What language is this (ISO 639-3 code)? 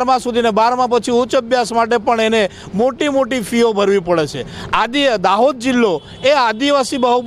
guj